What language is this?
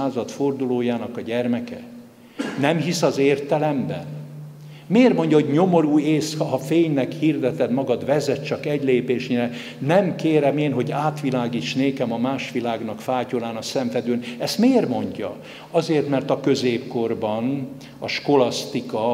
Hungarian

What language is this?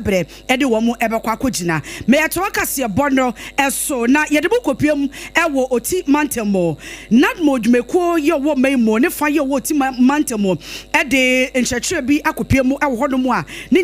Akan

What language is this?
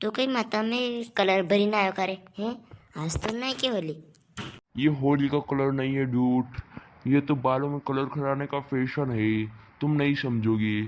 Rajasthani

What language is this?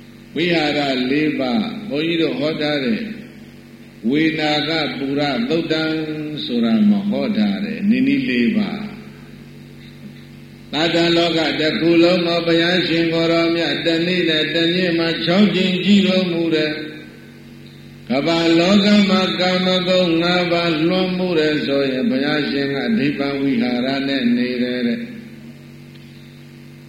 Burmese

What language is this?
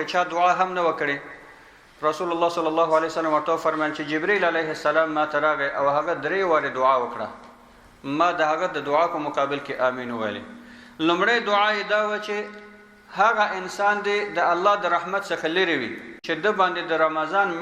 Pashto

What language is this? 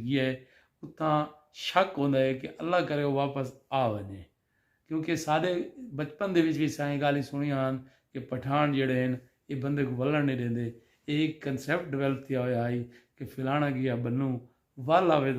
Saraiki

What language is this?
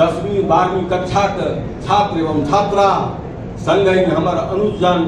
Maithili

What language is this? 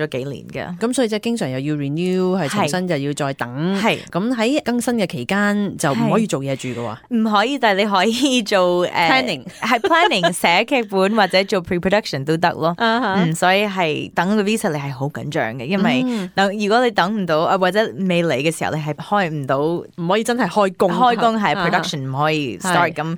Cantonese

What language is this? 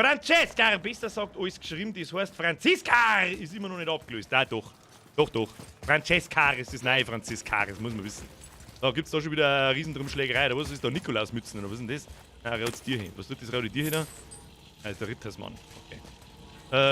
Bavarian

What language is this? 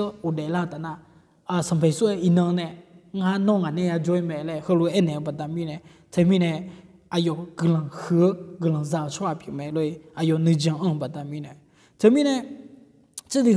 Akha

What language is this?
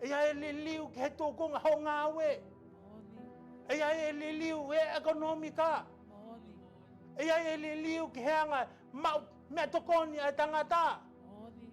Tongan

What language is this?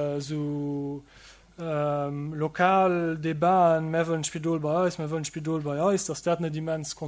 Luxembourgish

